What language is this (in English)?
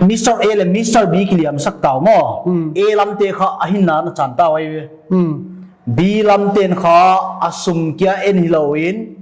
Paite Chin